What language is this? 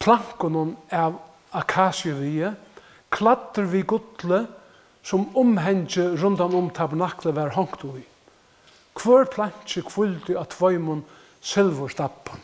Faroese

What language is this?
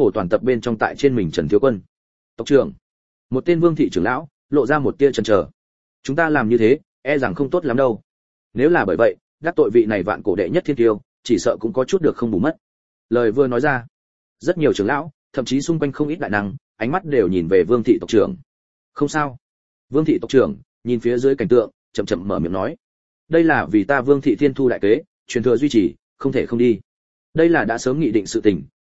Vietnamese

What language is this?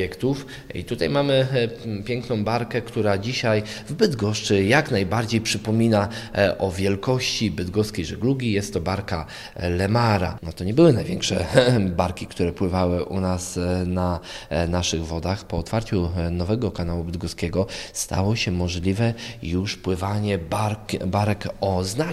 Polish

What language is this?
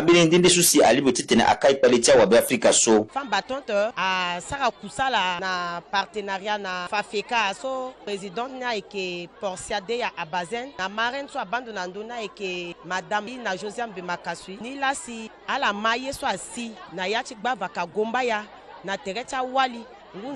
Sango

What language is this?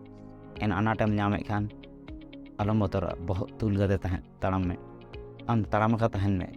Santali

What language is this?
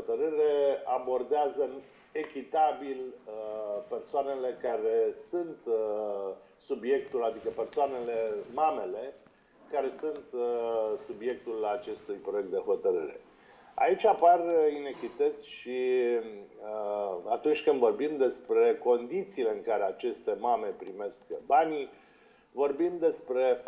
Romanian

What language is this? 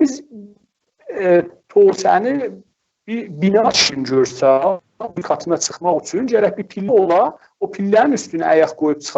South Azerbaijani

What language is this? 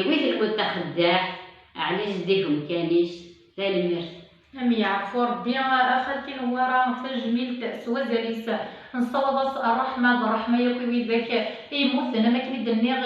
Kabyle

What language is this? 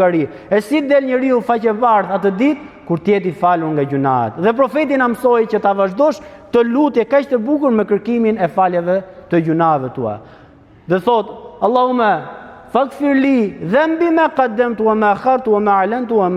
Albanian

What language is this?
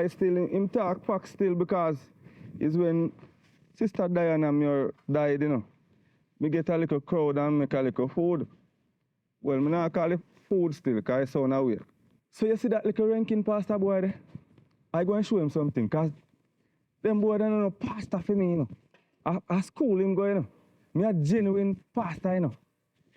Jamaican Creole English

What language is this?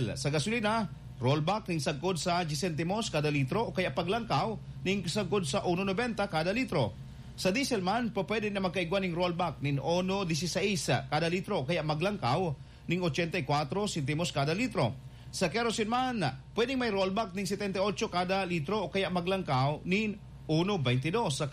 Bikol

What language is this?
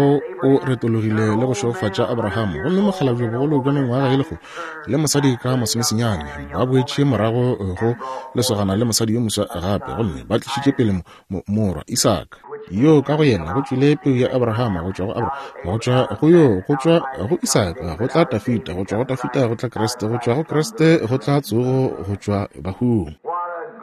Northern Sotho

